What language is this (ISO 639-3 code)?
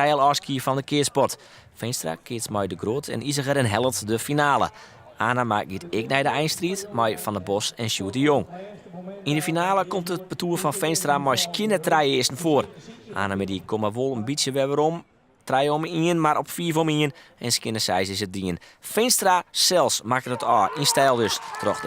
fry